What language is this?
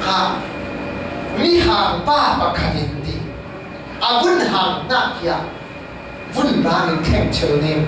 Falam Chin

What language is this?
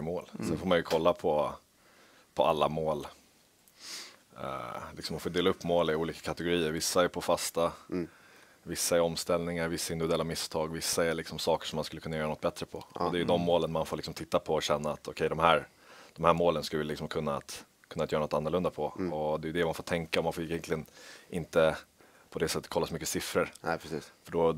Swedish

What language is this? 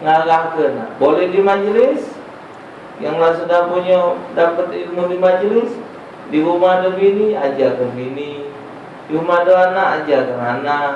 Musi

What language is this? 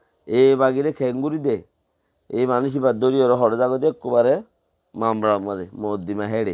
Rohingya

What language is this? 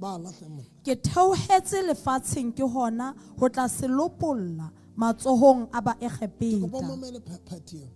Southern Sotho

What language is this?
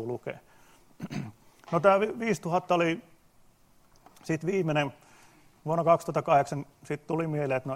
Finnish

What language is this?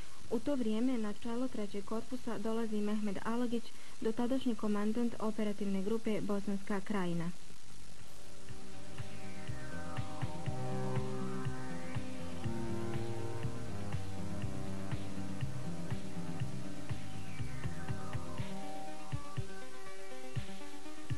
Bosnian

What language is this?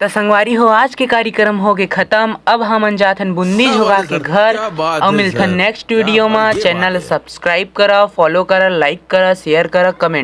Chhattisgarhi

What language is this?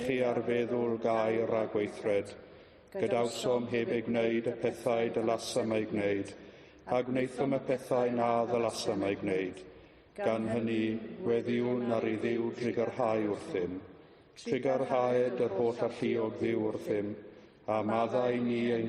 Welsh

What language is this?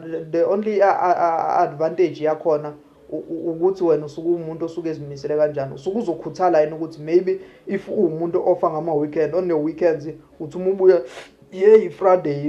Zulu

